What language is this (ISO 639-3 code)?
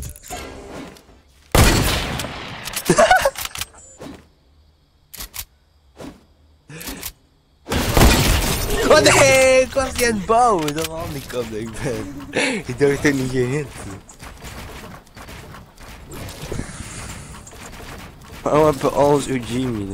nld